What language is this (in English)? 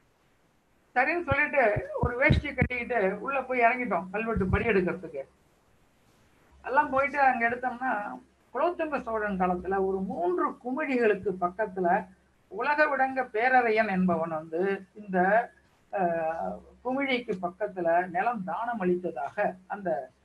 Tamil